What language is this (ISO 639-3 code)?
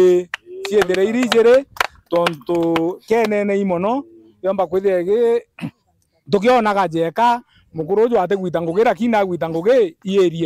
mer